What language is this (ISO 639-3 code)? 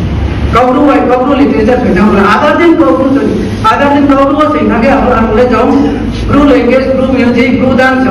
ria